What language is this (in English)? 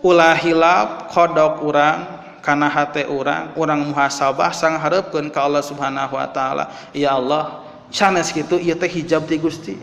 Sundanese